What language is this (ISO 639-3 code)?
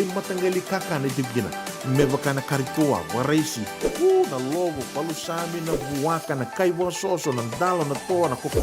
fij